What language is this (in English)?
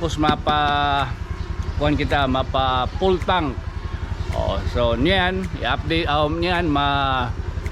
Waray